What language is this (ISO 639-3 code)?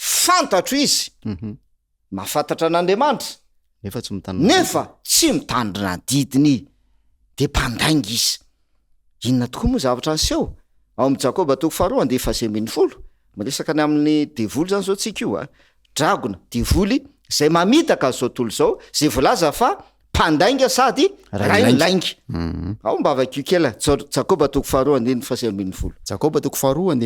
mlg